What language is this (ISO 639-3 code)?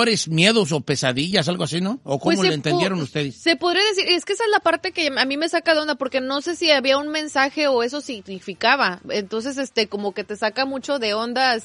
spa